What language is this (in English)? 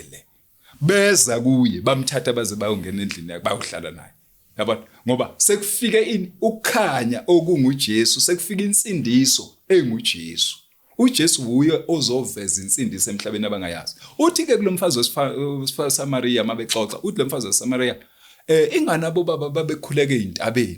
Zulu